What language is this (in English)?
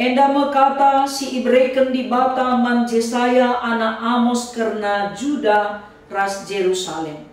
Batak Karo